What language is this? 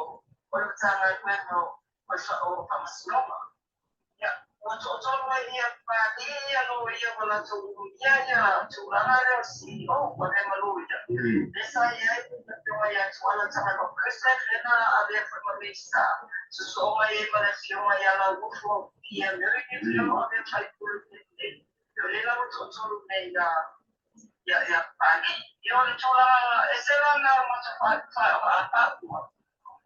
Samoan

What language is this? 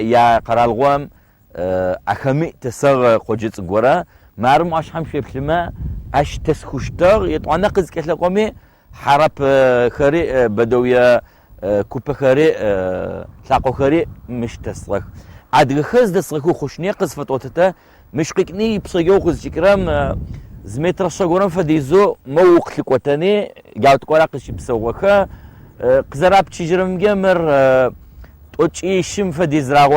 Adyghe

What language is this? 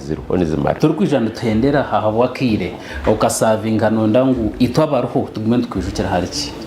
Nyankole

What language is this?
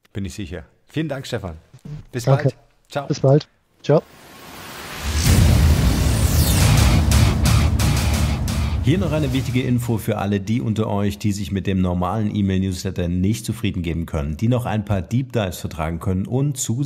German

